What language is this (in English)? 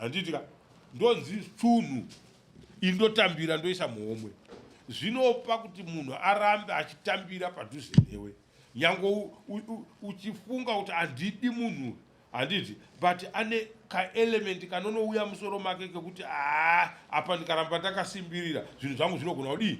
Shona